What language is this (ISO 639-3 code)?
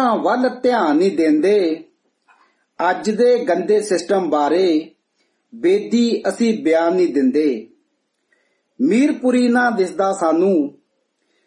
pan